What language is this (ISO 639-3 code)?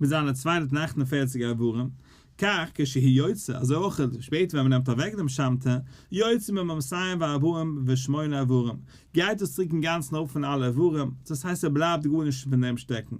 yid